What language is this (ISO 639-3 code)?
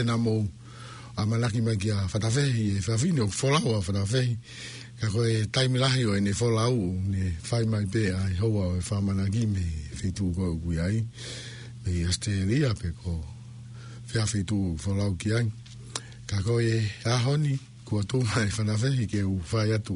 ton